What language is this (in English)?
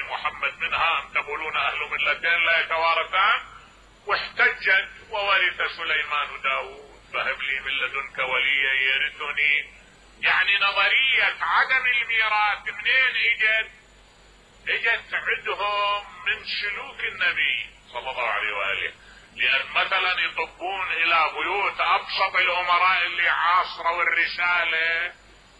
Mesopotamian Arabic